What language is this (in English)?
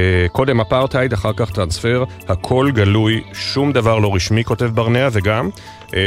Hebrew